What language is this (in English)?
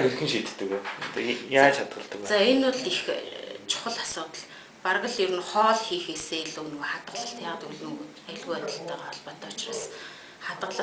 Mongolian